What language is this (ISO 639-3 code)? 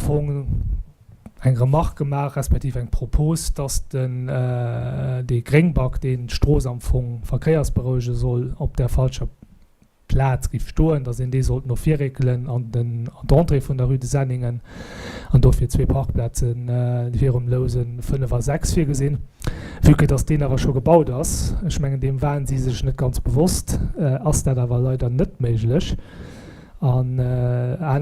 ltz